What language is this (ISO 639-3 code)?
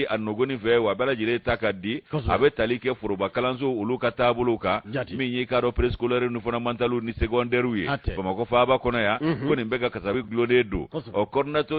bam